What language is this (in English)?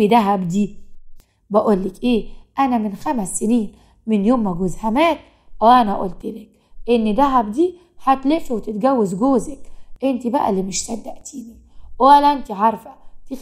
Egyptian Arabic